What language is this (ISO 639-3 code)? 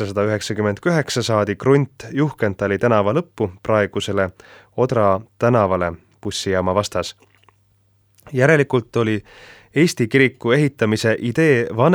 est